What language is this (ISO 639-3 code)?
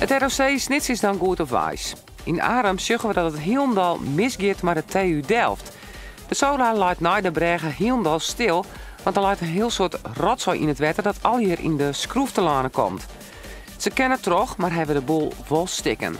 fry